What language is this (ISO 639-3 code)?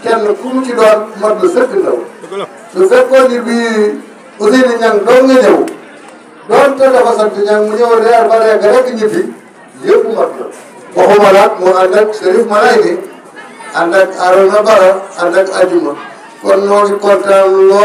wol